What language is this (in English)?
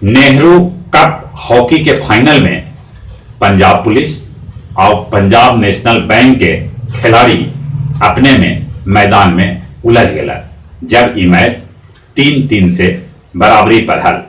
Magahi